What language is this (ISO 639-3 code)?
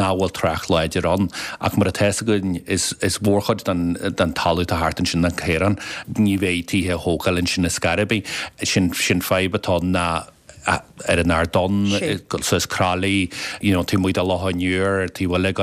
gle